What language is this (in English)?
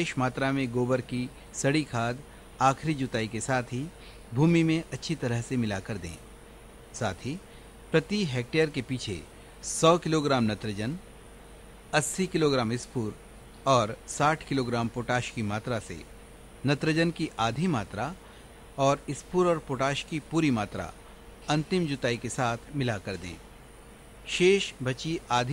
Hindi